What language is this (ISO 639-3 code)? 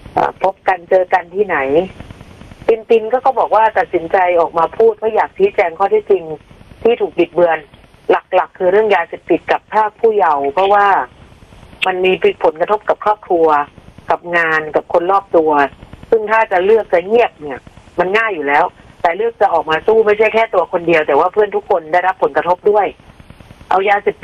tha